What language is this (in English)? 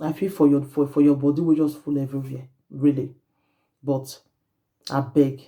Nigerian Pidgin